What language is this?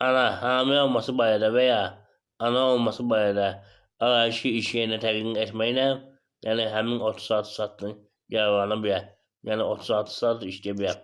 Azerbaijani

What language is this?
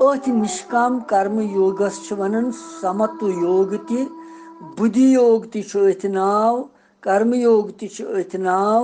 Kashmiri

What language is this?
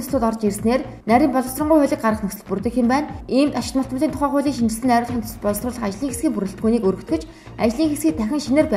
Mongolian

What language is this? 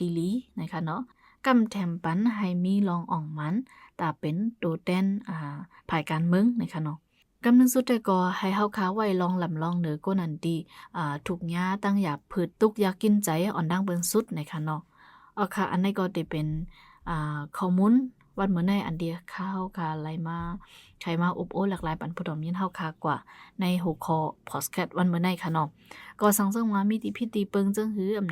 Shan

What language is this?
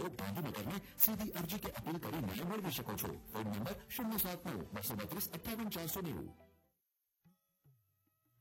Gujarati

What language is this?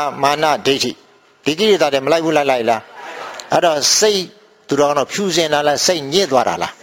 Burmese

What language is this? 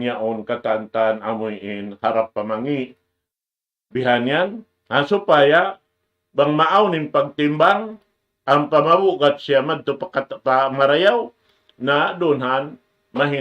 Tausug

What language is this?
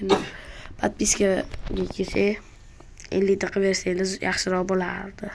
Uzbek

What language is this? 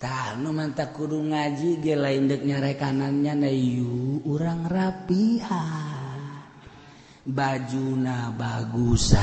Sundanese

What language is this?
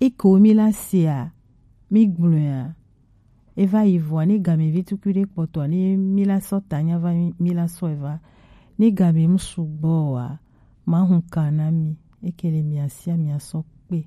Gen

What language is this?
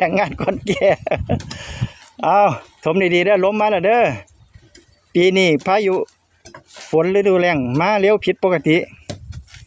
Lao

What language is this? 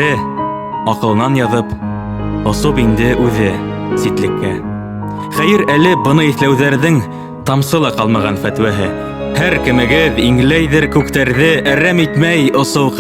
Bashkir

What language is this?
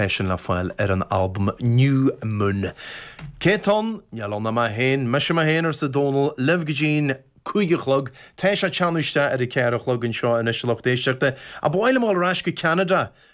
Irish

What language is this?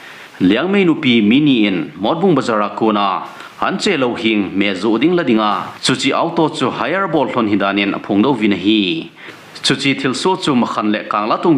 Thado Chin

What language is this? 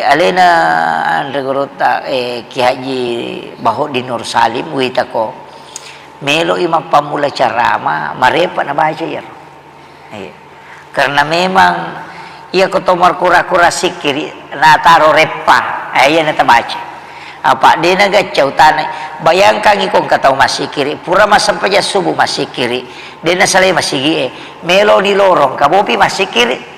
Buginese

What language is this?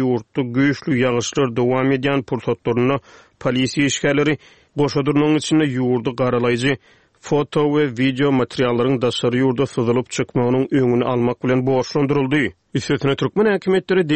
Turkmen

